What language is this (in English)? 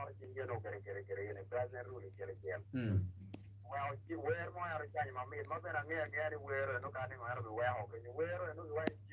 Acoli